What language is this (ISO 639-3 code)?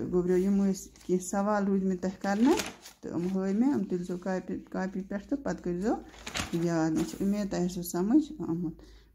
kas